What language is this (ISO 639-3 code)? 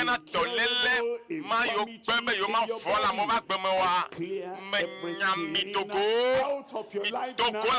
ewe